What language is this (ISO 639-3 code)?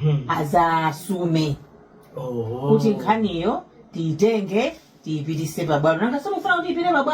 nya